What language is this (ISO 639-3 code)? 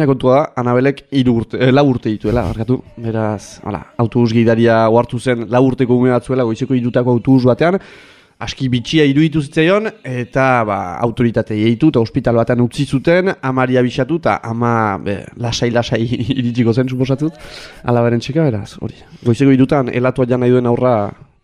eus